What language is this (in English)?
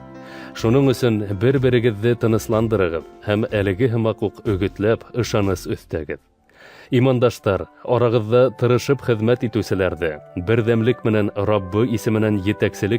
Bashkir